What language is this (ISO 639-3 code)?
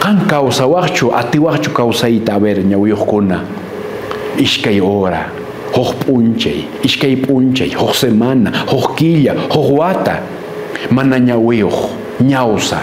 que